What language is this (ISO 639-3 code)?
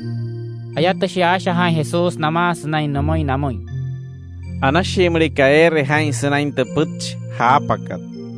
guc